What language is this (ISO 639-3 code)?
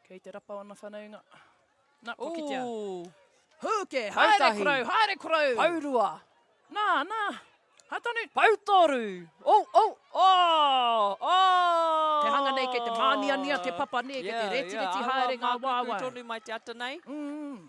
mri